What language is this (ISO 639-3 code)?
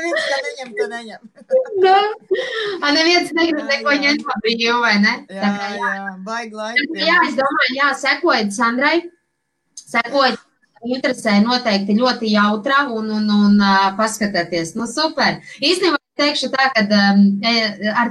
lav